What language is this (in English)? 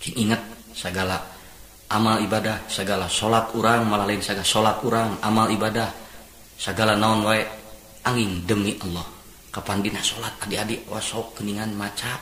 Sundanese